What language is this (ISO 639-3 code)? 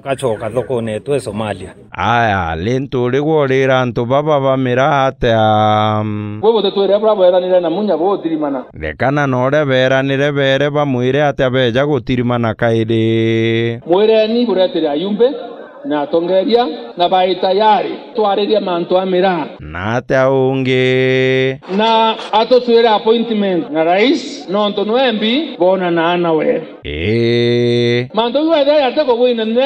mer